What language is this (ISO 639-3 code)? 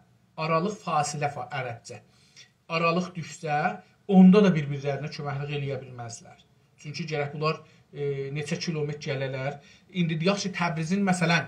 azb